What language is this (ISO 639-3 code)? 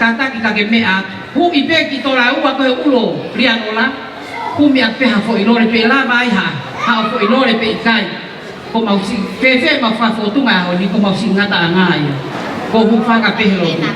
ton